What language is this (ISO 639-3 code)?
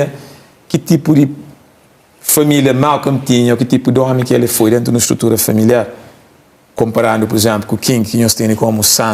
kea